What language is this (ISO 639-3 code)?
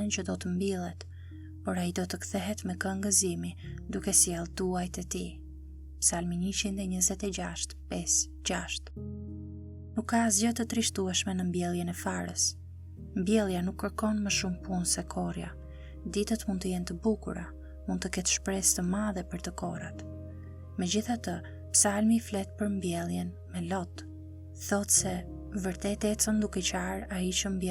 sqi